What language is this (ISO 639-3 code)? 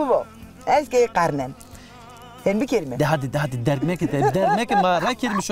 zza